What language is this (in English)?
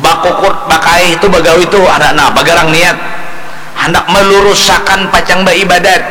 Banjar